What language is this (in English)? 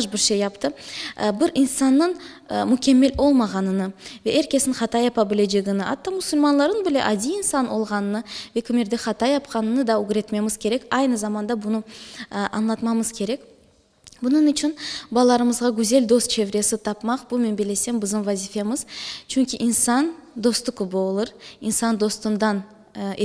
Crimean Tatar